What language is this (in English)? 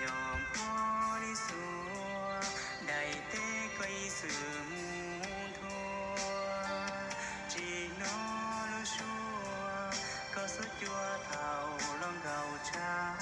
Hmong